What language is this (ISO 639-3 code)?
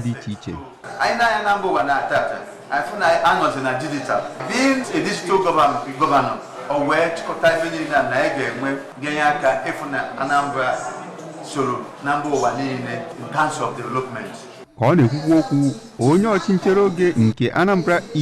ibo